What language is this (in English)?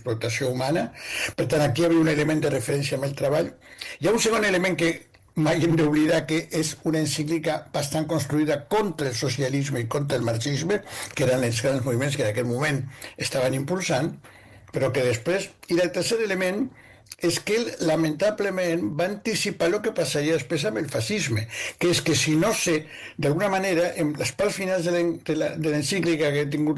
Catalan